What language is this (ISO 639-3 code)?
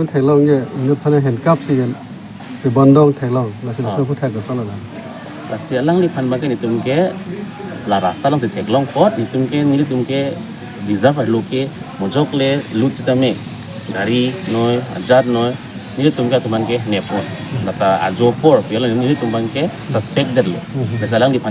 mjw